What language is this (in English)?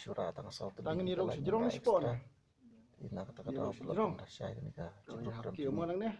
Khasi